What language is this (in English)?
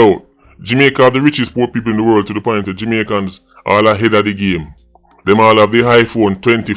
Jamaican Creole English